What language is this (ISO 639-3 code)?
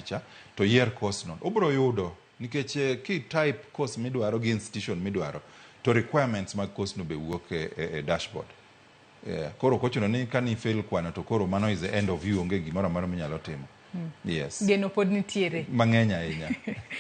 luo